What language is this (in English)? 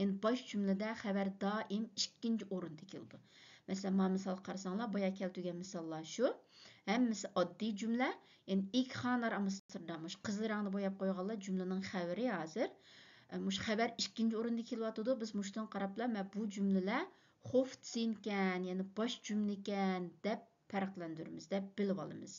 Uyghur